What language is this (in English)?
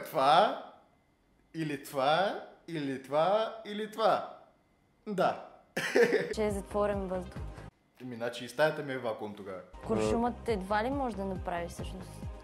Bulgarian